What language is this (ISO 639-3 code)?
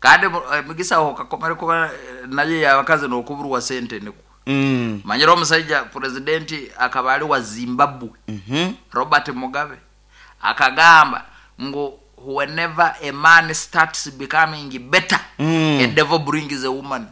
nyo